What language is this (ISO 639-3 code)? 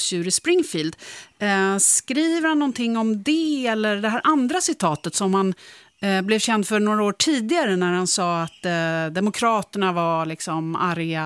swe